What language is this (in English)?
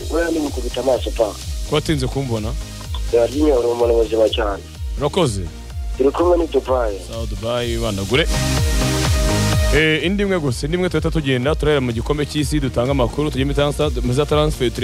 Kinyarwanda